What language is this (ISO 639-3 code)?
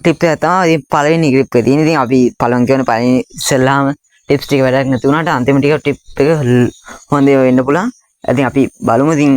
sin